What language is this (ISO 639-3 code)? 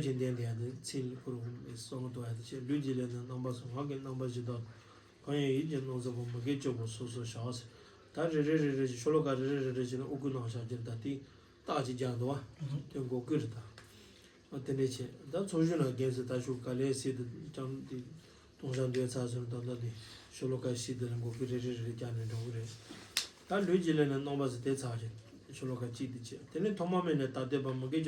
bod